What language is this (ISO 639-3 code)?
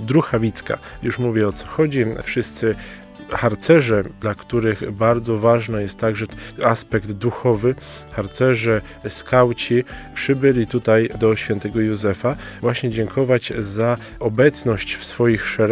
pol